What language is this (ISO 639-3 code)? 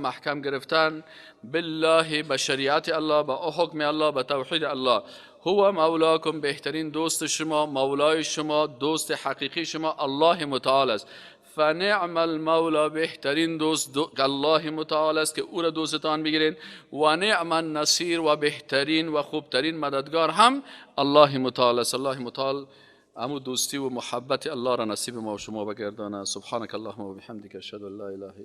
fas